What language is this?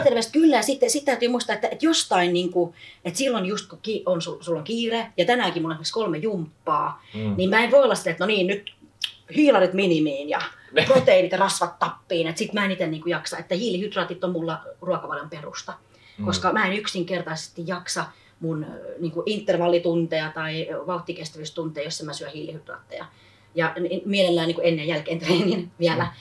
Finnish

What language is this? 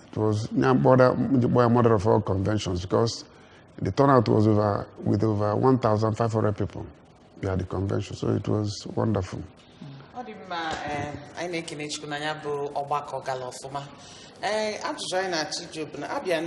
Igbo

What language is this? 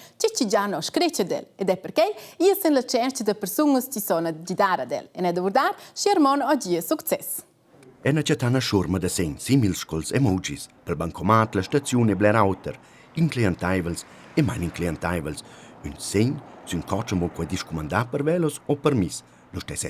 Romansh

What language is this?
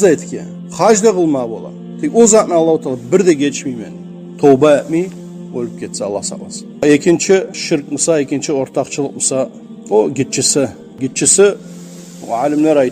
Kumyk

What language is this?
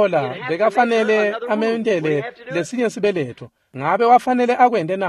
Swati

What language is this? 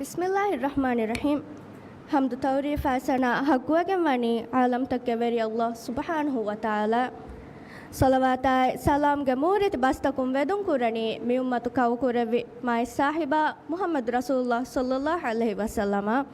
Divehi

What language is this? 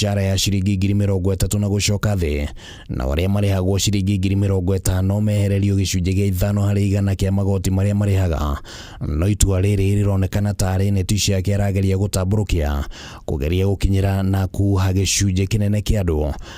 Kikuyu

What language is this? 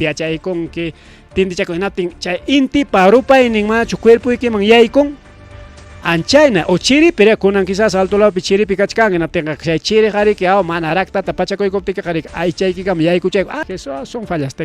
Ayacucho Quechua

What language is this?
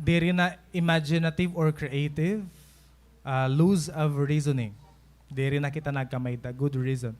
Waray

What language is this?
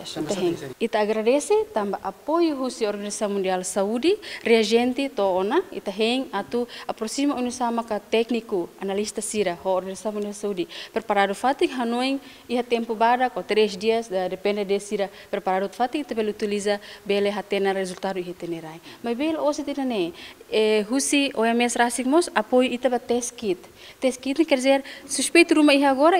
Tetum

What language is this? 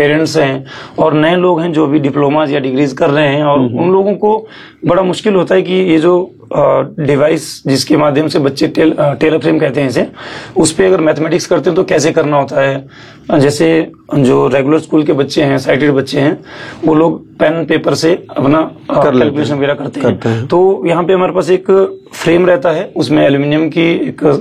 Hindi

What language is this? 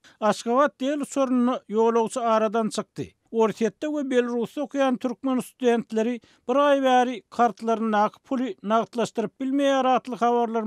Turkmen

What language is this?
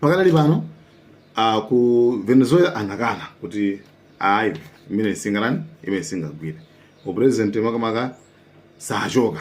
Nyanja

